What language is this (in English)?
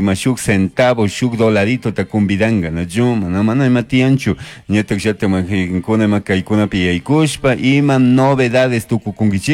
Chimborazo Highland Quichua